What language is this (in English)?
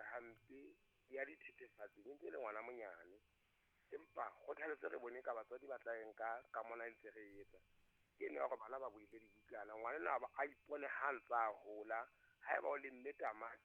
Southern Sotho